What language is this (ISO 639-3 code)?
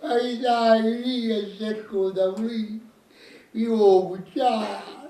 nap